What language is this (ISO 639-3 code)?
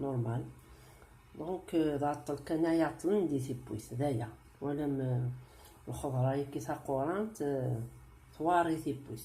kab